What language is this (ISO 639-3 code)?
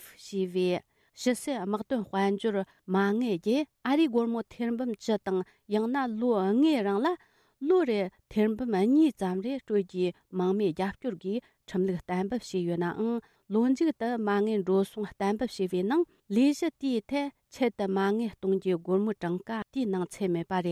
bod